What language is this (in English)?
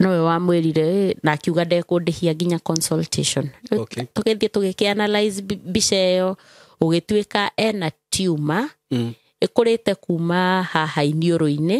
Kikuyu